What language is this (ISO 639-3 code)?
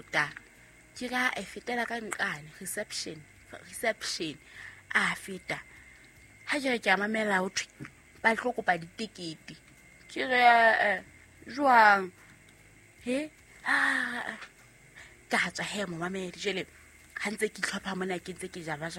sot